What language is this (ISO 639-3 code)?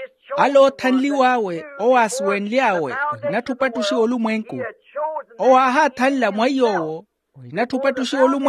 vmw